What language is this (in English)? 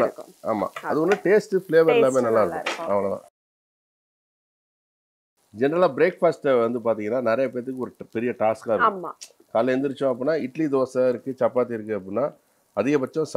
Tamil